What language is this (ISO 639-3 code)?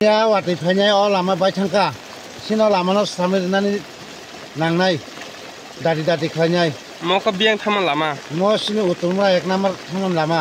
trp